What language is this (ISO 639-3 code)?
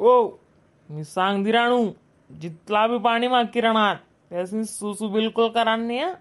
khn